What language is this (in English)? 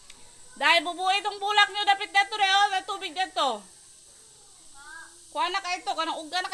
Filipino